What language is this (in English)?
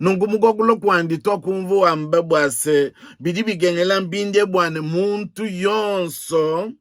Luba-Lulua